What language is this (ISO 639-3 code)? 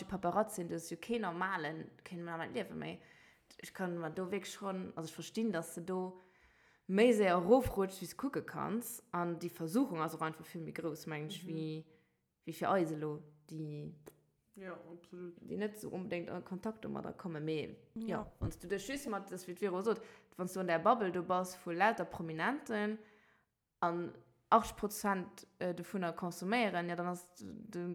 ltz